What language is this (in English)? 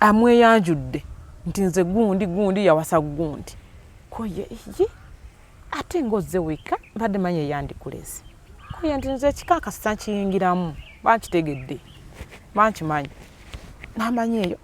Ganda